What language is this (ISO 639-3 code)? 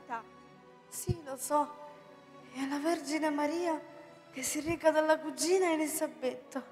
ita